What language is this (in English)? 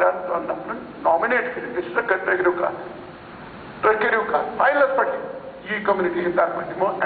Kashmiri